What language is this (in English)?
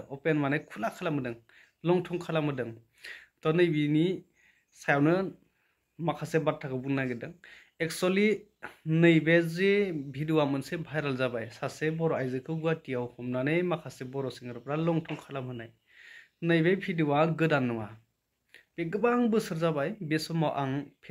Bodo